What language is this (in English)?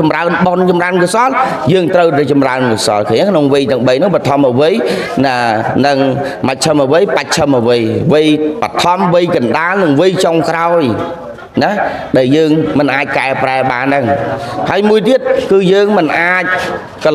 Khmer